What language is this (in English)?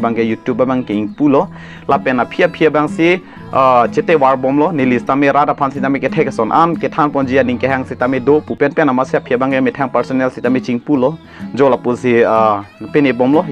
Karbi